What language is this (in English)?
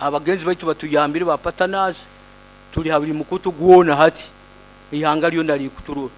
Nyoro